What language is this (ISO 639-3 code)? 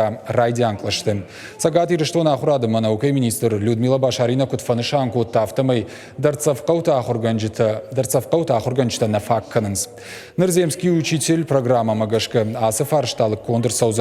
oss